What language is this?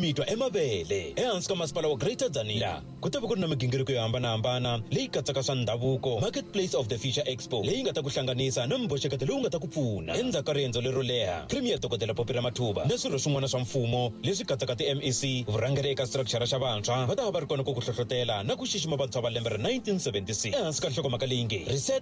Tsonga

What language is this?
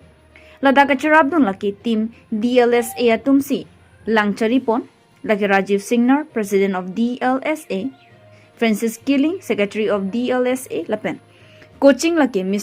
Karbi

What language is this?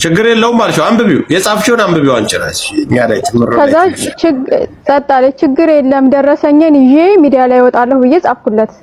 Amharic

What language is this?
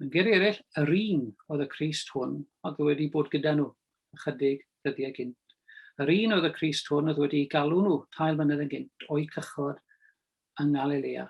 Welsh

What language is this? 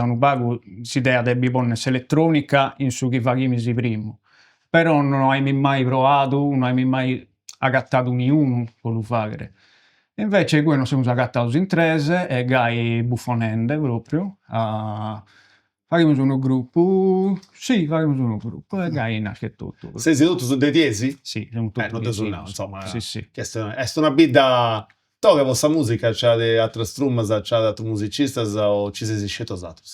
Sardinian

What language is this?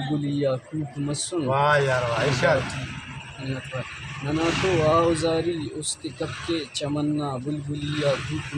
Brahui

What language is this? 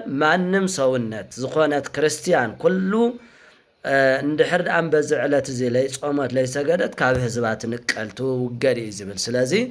Tigrinya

